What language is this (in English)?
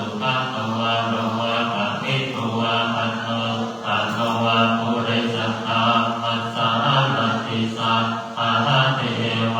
Pali